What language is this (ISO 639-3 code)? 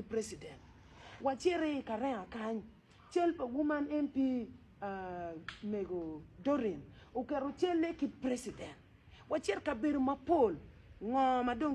ach